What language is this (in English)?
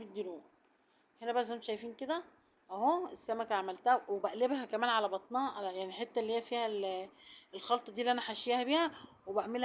Egyptian Arabic